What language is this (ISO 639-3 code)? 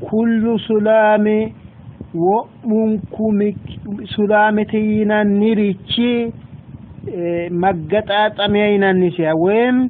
sid